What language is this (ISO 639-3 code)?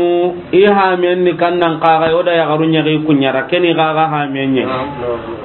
snk